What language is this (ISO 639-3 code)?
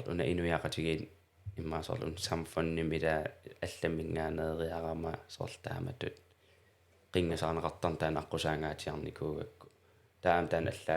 kal